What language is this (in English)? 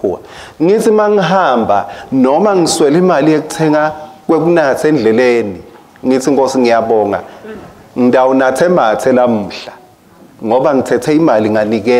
Swati